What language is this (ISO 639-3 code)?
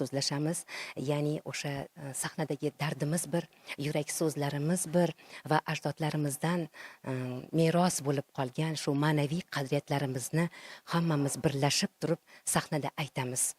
uzb